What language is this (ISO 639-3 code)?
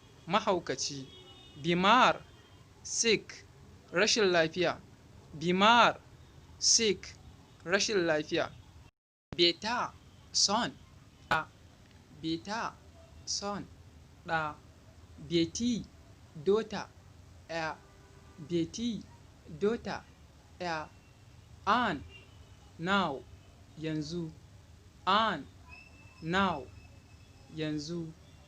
hau